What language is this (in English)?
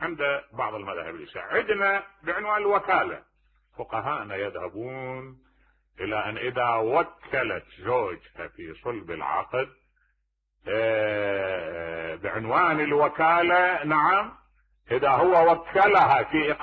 Mesopotamian Arabic